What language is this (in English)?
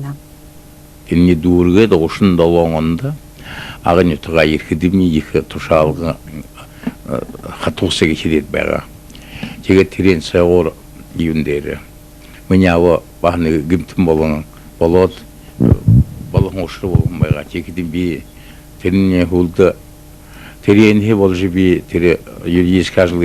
Buriat